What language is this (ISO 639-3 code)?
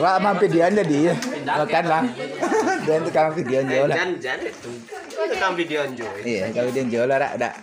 min